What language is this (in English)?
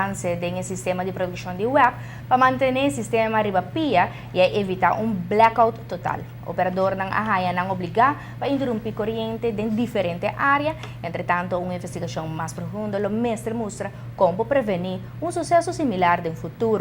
Papiamento